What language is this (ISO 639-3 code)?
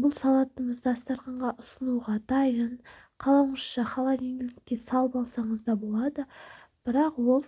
kaz